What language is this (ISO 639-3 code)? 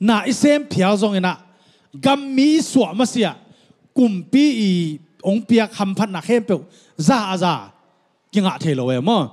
ctd